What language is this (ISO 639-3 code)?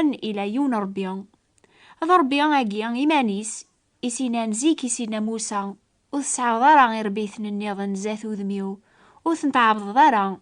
kab